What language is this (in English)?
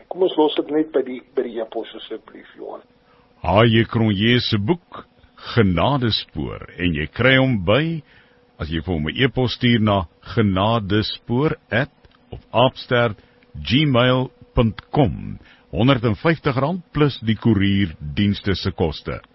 Afrikaans